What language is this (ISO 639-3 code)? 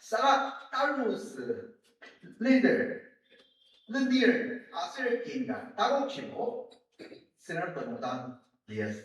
njo